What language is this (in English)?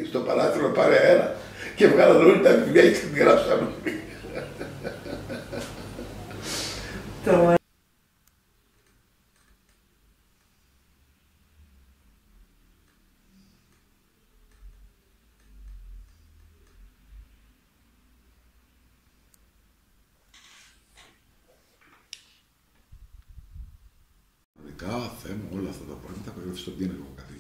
Greek